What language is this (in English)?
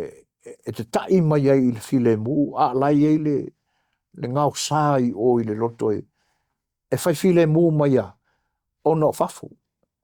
Samoan